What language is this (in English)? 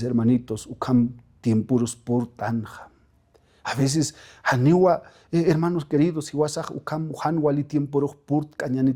Aymara